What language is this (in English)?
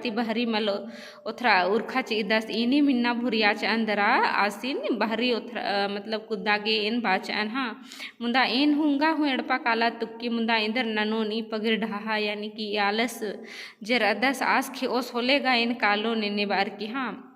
Kurukh